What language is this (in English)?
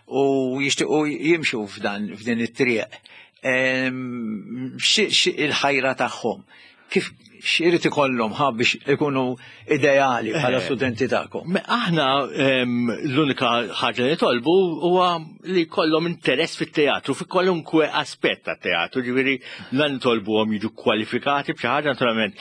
Maltese